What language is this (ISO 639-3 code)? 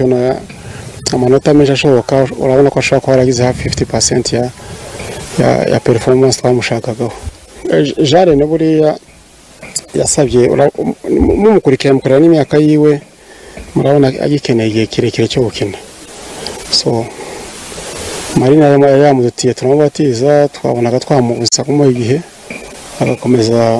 kin